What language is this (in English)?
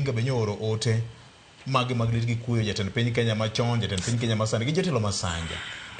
Luo (Kenya and Tanzania)